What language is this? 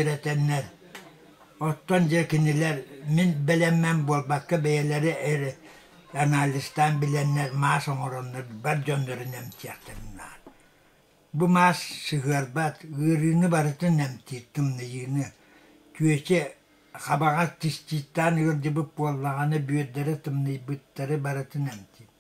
Yakut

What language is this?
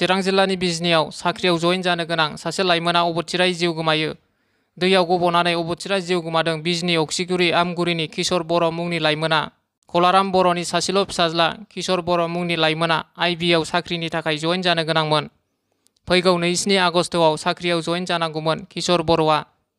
Bodo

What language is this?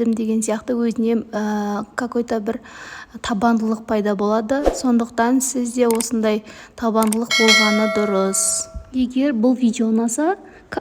Kazakh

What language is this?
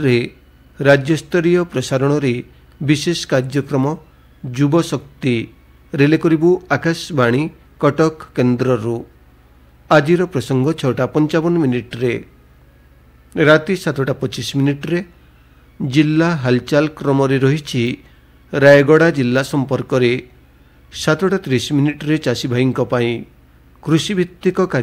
Odia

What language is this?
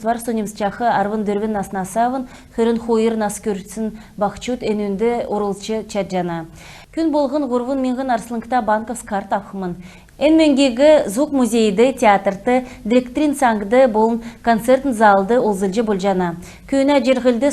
Kalmyk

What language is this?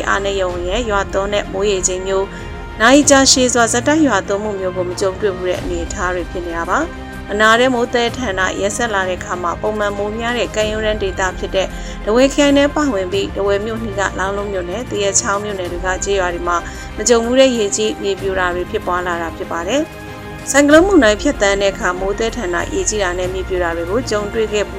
Burmese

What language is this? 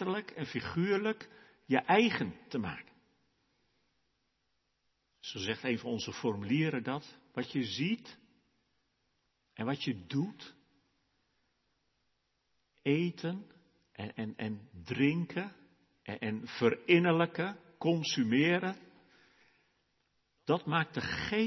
Dutch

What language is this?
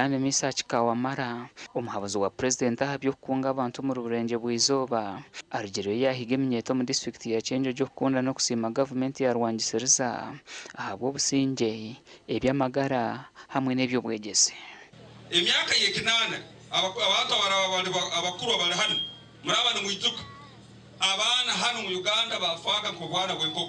Nyankole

